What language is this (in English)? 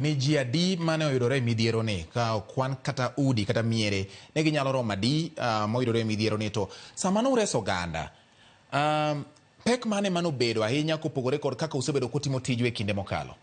Luo (Kenya and Tanzania)